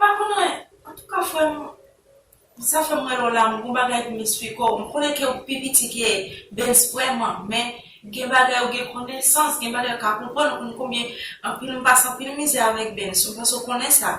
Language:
Haitian Creole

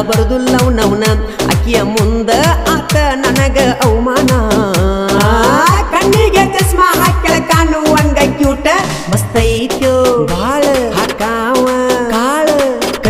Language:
Kannada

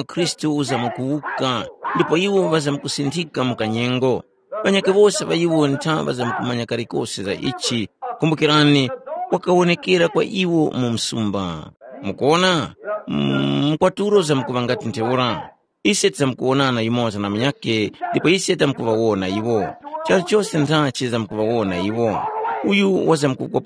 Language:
Tumbuka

